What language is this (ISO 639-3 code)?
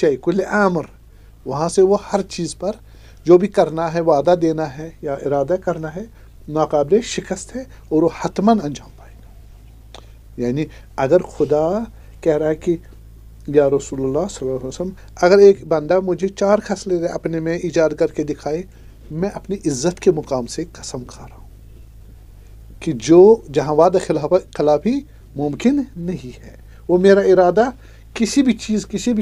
urd